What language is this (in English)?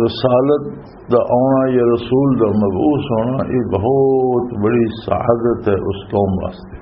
Western Panjabi